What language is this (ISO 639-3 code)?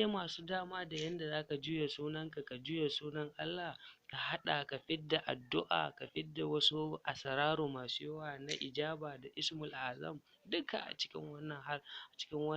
hau